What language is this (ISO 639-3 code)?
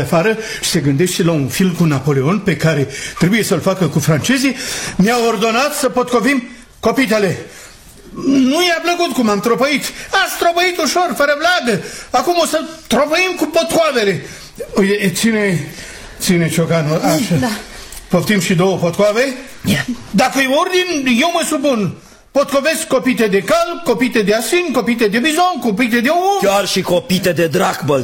ron